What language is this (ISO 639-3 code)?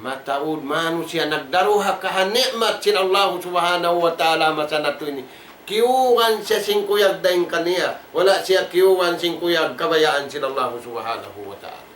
tsg